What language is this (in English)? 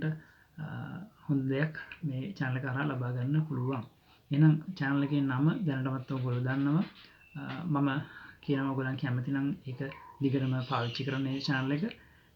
Sinhala